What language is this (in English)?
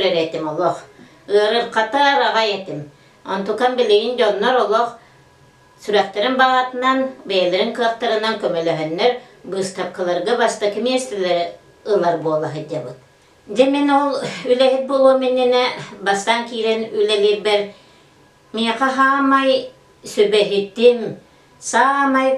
Yakut